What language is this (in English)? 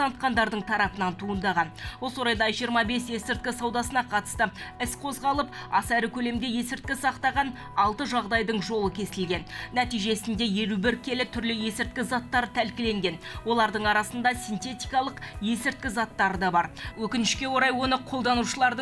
Kazakh